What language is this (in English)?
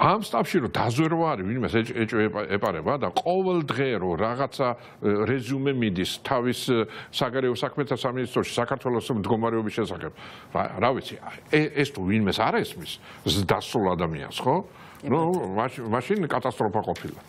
Georgian